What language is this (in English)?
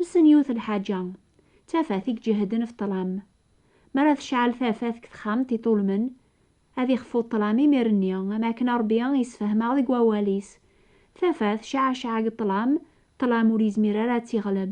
Kabyle